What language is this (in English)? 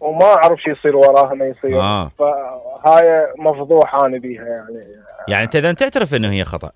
Mesopotamian Arabic